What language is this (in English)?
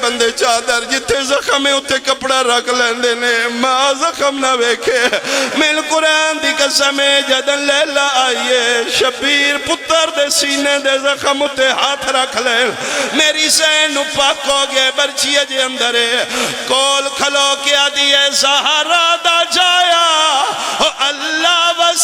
Pahari-Potwari